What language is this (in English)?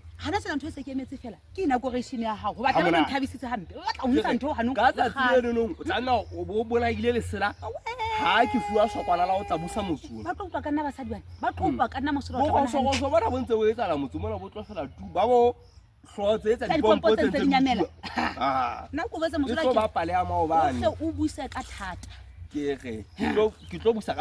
Southern Sotho